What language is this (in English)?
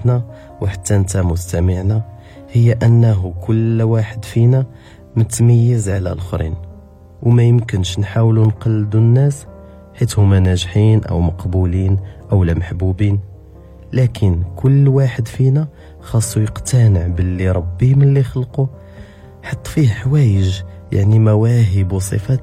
Moroccan Arabic